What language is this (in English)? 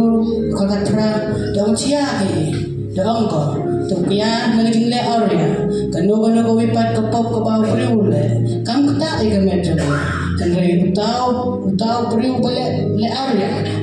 Khasi